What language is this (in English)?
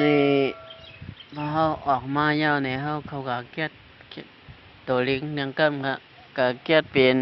Shan